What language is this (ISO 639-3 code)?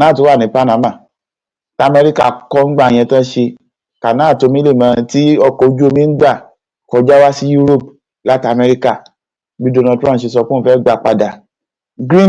yor